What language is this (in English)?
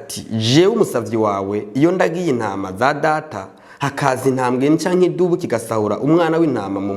Rundi